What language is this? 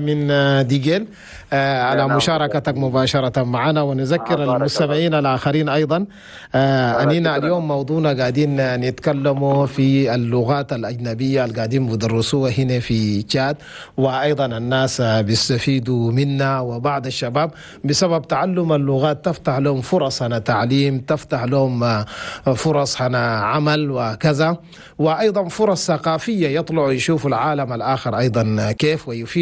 Chadian Arabic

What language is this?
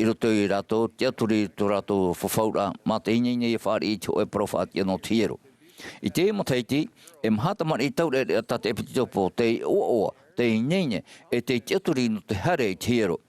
Tahitian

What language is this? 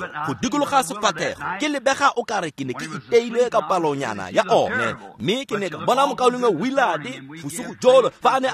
Tswana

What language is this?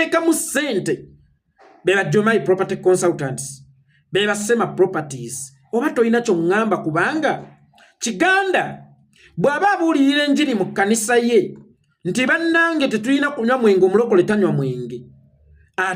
Ganda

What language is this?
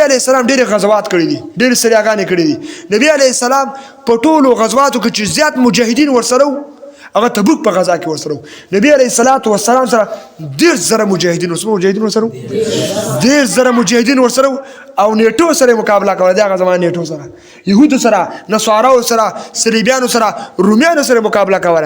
Pashto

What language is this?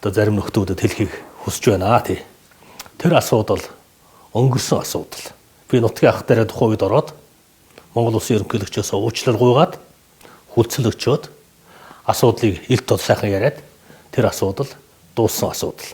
Mongolian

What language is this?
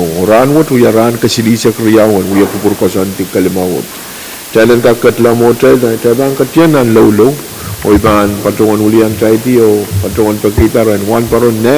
Pohnpeian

